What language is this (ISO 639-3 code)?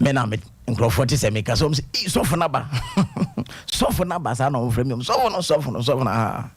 aka